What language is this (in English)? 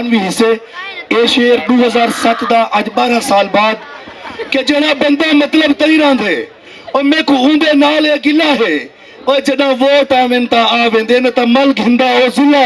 Saraiki